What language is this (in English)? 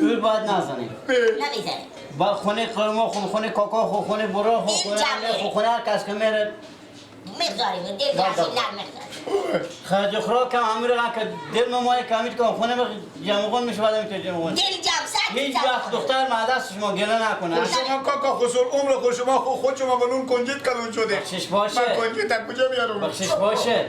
Persian